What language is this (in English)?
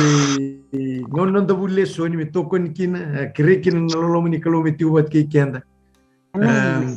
Fijian